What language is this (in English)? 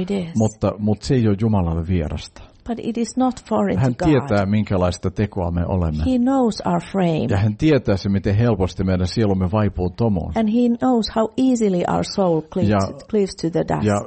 Finnish